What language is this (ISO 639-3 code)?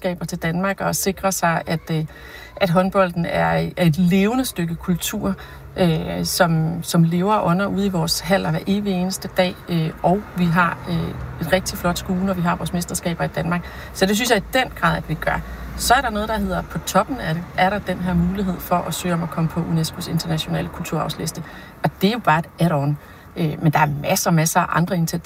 dan